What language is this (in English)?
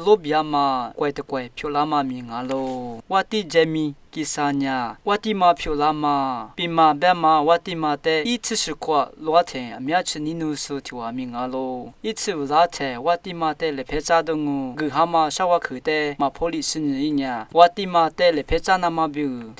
Lisu